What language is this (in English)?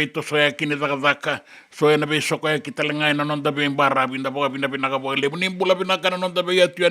Fijian